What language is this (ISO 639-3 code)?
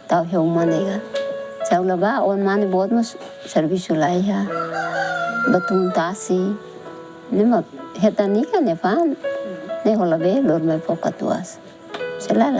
tet